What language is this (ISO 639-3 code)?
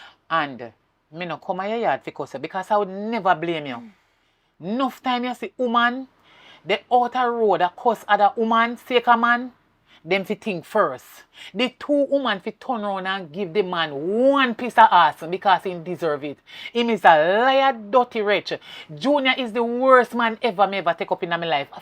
jam